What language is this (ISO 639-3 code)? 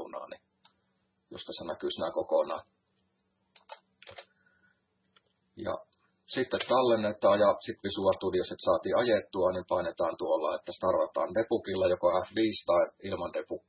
fin